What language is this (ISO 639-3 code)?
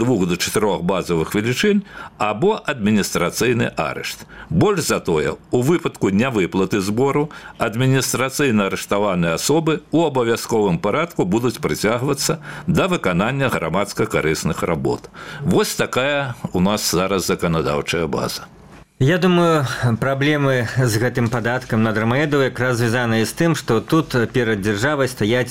bel